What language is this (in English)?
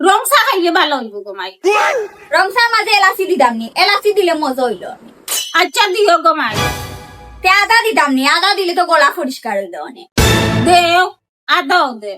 Sylheti